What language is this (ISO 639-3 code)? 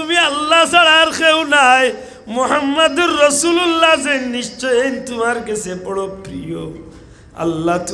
syl